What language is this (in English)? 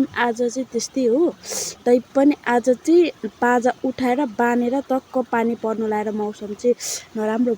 Nepali